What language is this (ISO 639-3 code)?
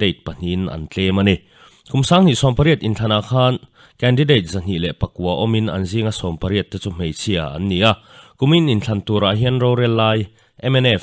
lus